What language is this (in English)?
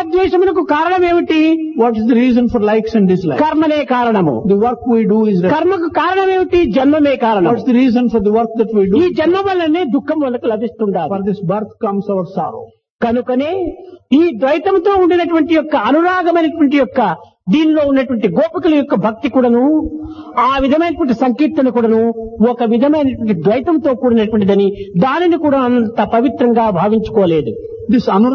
Telugu